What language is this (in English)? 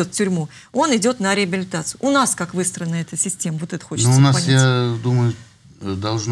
Russian